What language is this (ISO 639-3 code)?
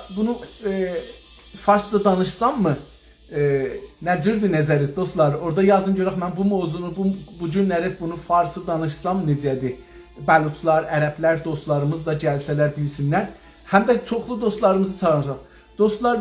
azb